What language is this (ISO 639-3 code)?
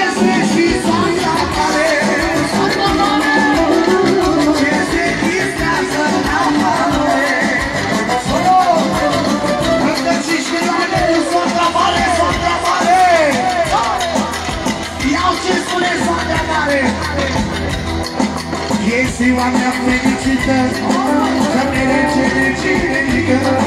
ron